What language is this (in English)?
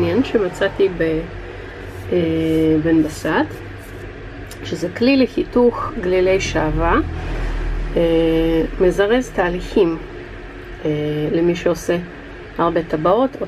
Hebrew